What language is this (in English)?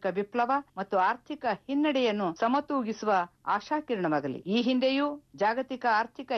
Kannada